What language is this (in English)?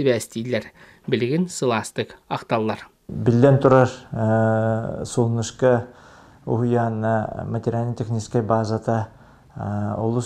Yakut